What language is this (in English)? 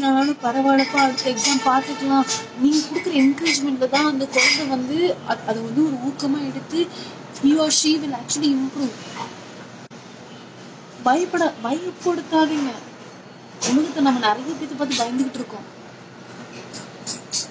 Tamil